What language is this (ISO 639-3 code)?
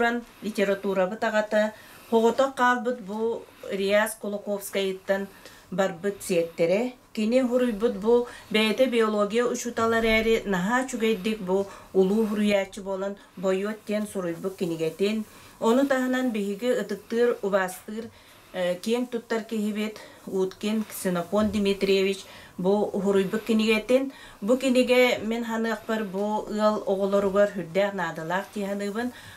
sah